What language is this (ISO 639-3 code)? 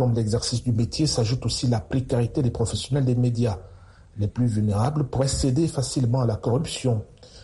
fra